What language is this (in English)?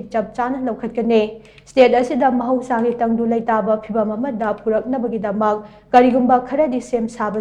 Manipuri